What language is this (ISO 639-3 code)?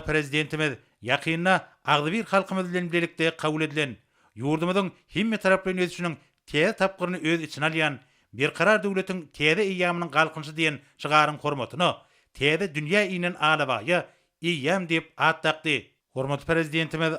tuk